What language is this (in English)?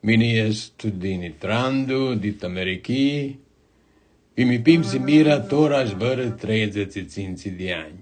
Aromanian